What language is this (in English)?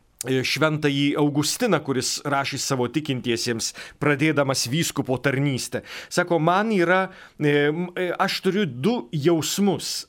Lithuanian